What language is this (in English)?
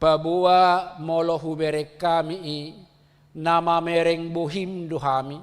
Batak Toba